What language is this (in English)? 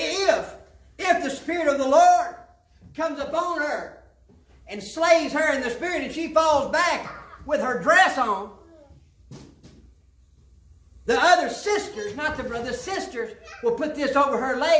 English